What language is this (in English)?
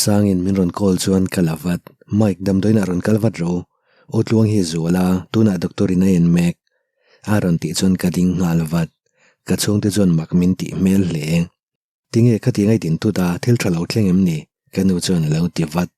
Mizo